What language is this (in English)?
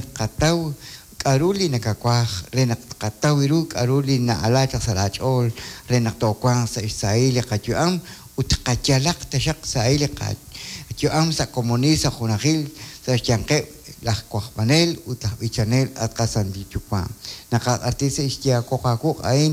Kekchí